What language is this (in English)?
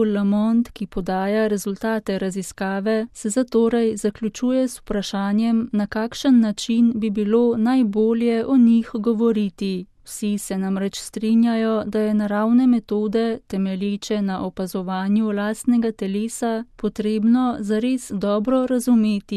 Slovenian